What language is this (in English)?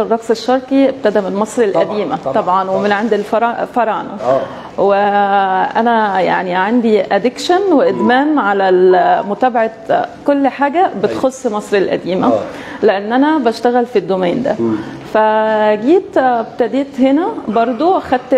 Egyptian Arabic